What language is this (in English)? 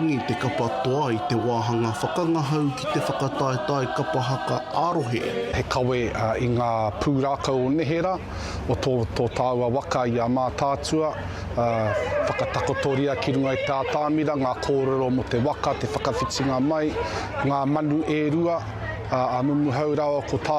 Māori